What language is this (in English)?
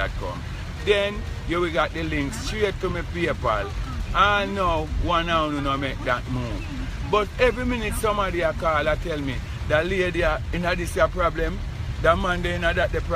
Jamaican Creole English